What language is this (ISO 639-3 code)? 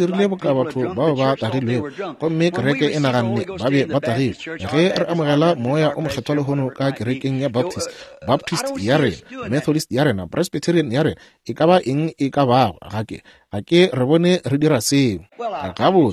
nso